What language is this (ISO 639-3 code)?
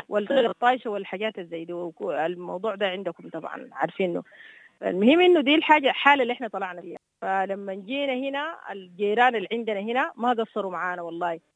apd